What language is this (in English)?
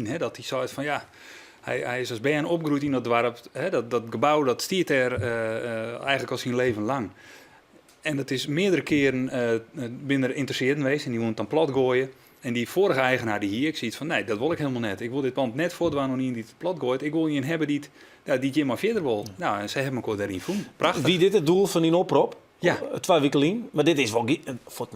Western Frisian